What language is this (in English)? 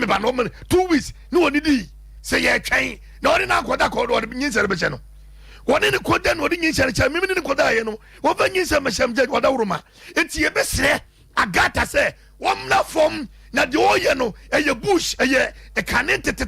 Akan